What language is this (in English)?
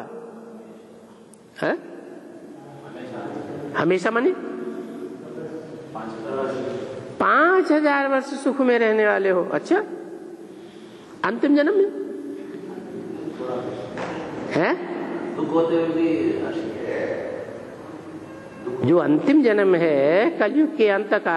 Hindi